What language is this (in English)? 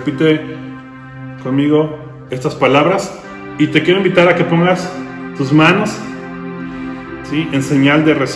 Spanish